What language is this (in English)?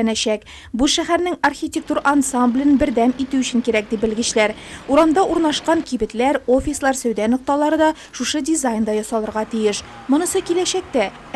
Tatar